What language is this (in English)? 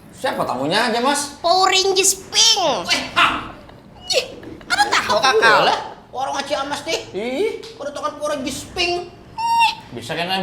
Banjar